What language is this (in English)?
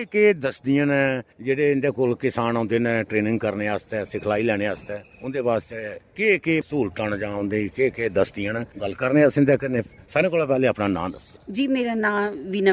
Dogri